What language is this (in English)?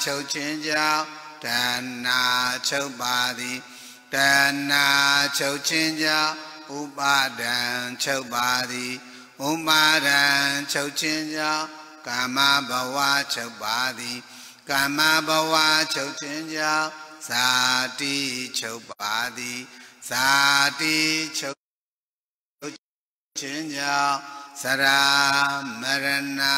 Burmese